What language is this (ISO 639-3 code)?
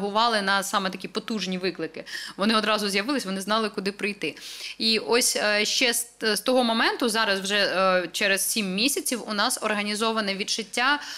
ukr